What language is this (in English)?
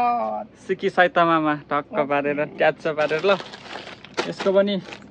Nepali